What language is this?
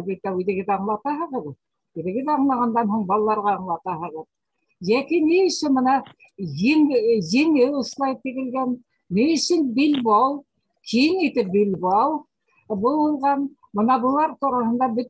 Bashkir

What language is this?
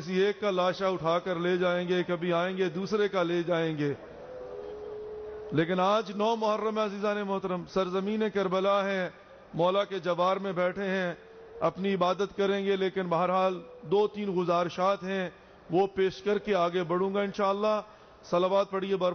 Urdu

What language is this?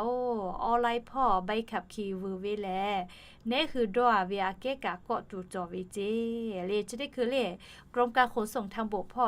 Lahu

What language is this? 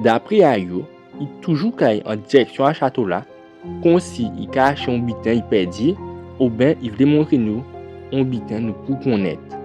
Guadeloupean Creole French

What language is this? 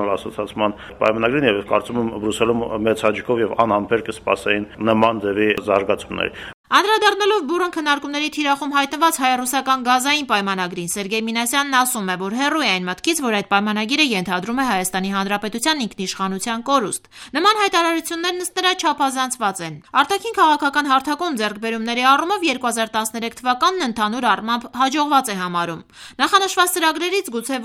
Armenian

